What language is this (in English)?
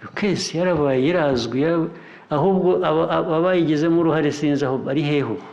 Kinyarwanda